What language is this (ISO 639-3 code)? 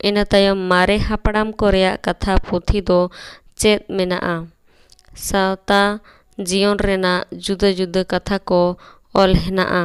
sat